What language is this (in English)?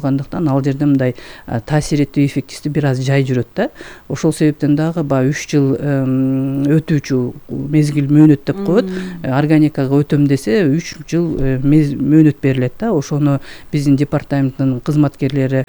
Kyrgyz